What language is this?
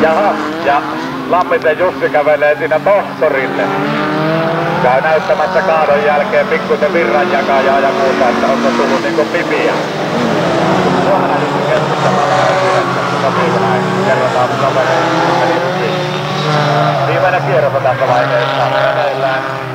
Finnish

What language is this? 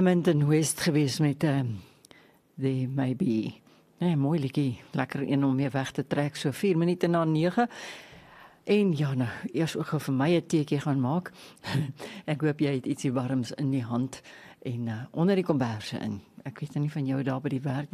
Afrikaans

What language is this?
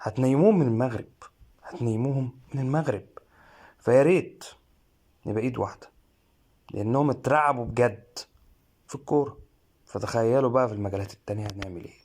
Egyptian Arabic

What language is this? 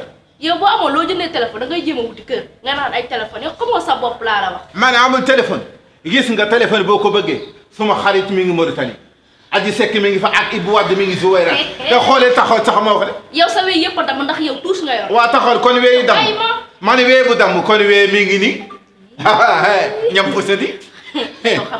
Wolof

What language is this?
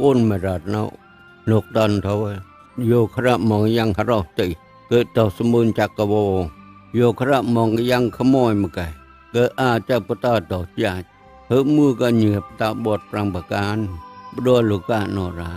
Mon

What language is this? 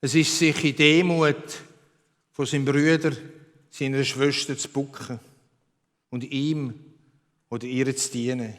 Swiss German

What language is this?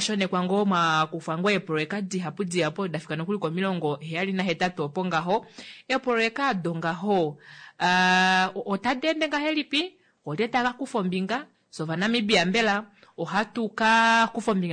Kuanyama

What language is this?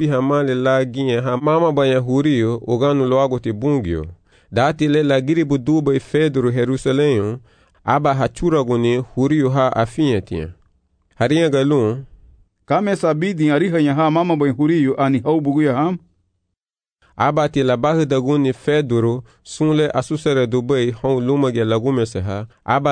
Garifuna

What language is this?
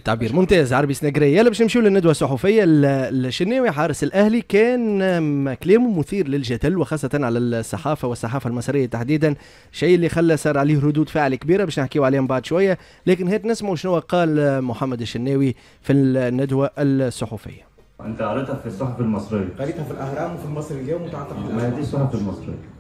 Tunisian Arabic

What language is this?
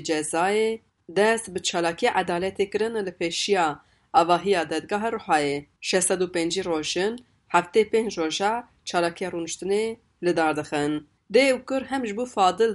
Kurdish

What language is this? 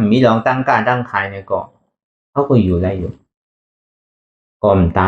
Shan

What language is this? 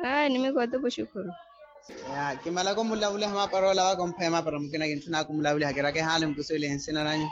Makhuwa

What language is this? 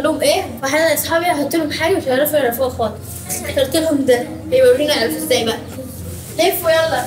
Egyptian Arabic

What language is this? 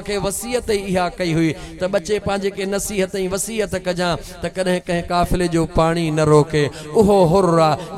Sindhi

